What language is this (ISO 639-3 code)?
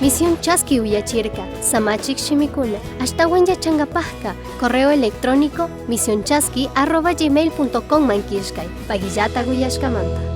qug